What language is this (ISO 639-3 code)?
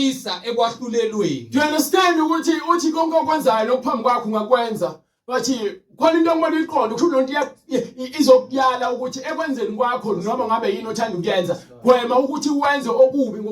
zul